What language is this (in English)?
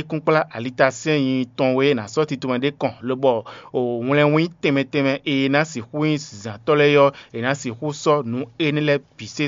Fon